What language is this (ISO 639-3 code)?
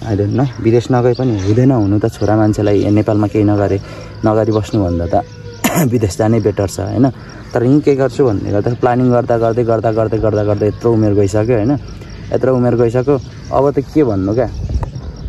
nep